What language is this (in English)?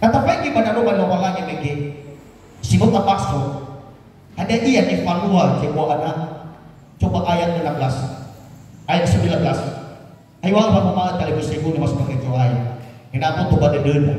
Nias